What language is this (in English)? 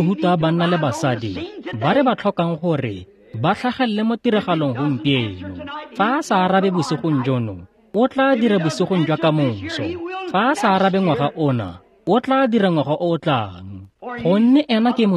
Tswana